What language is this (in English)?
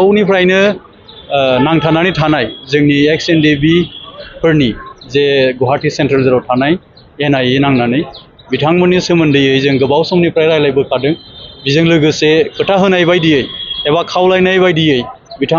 Bodo